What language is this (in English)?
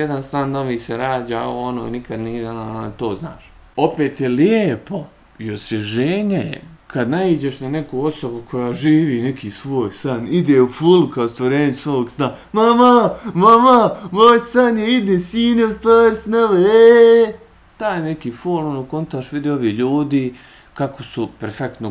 Bosnian